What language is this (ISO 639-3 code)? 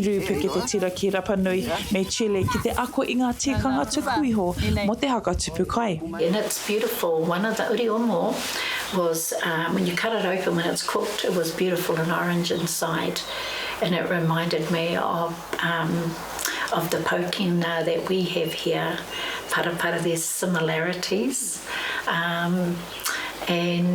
mri